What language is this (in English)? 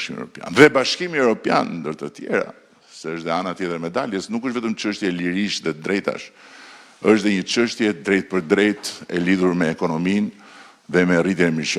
Albanian